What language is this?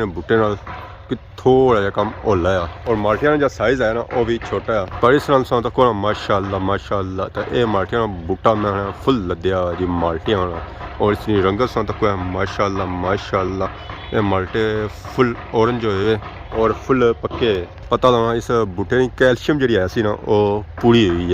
Pahari-Potwari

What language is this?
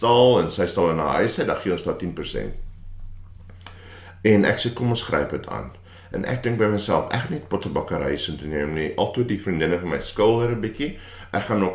Afrikaans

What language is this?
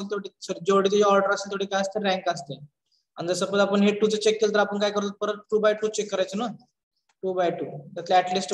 Marathi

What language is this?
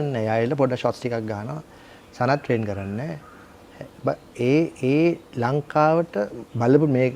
Sinhala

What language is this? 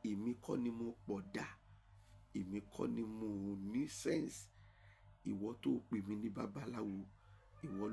Yoruba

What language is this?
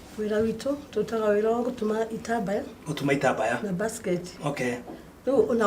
Kikuyu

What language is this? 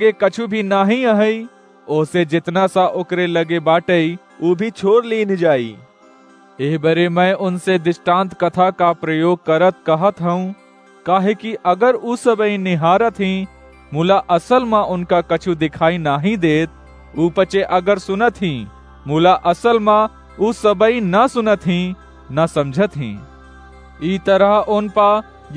Awadhi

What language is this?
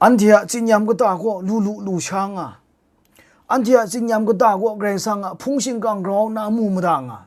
Kachin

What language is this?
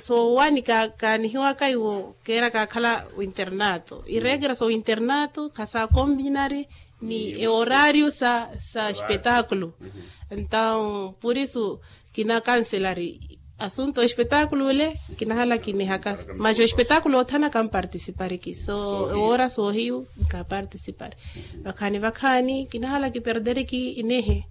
Makhuwa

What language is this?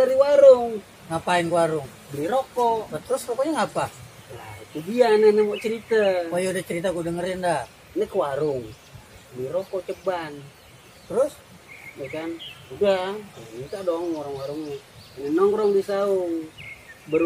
Betawi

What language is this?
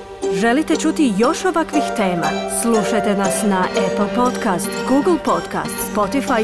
Croatian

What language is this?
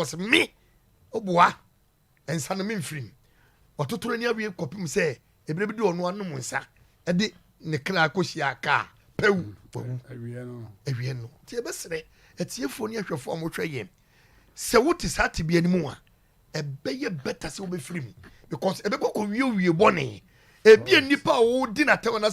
Akan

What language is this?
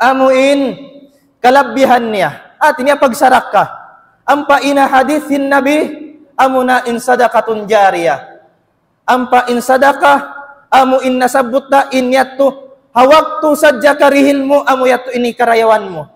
Tausug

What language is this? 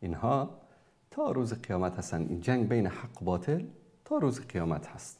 Persian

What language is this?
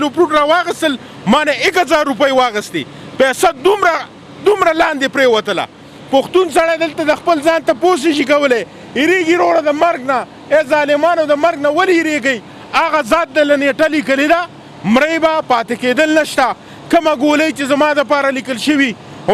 Pashto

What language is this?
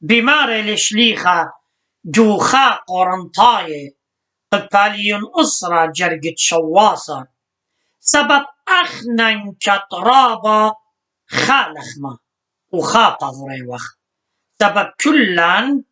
Assyrian Neo-Aramaic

